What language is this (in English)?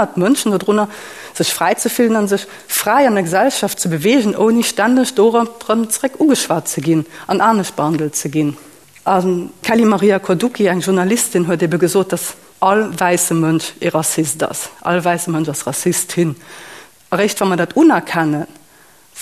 Luxembourgish